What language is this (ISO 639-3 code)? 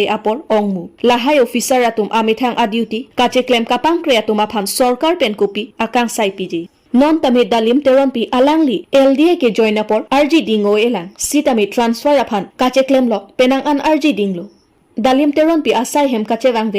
mjw